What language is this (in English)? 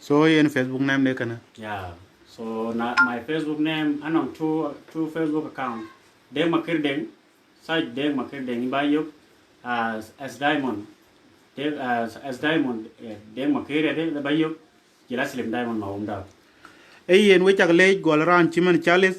Dinka